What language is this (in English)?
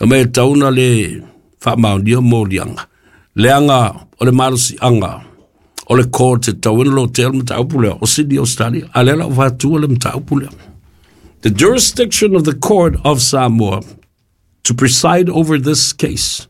Samoan